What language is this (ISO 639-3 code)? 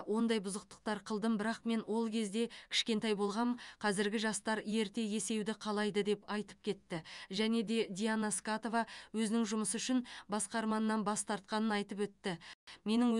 kaz